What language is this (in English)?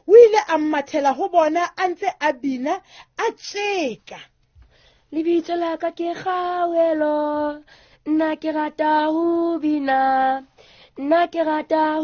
Southern Sotho